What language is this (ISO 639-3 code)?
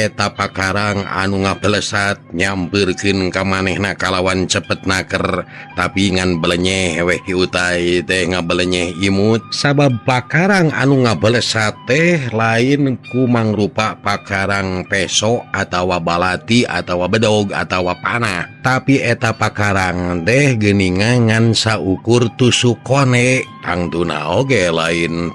sun